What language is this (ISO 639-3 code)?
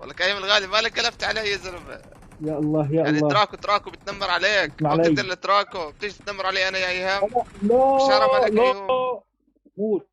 apc